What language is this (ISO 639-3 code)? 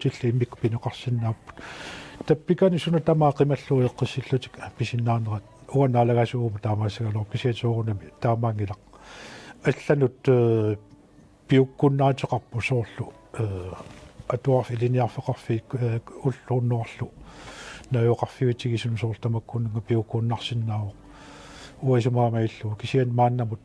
kal